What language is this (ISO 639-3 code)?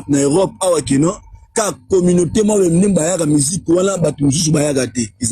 lin